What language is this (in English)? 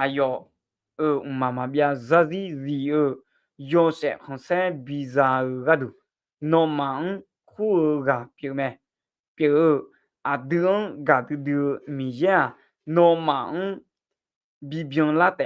Akha